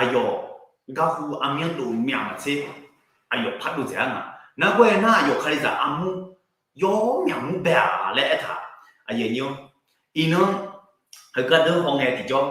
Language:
Akha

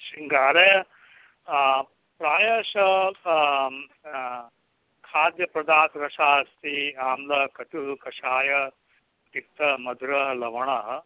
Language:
Sanskrit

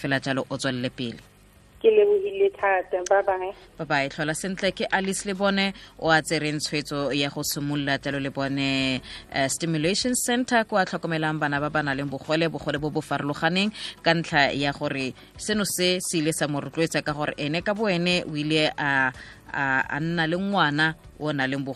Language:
Tswana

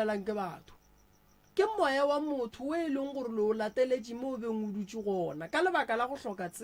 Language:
Northern Sotho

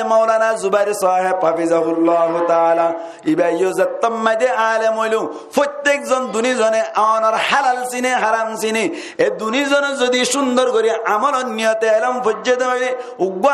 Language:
Rohingya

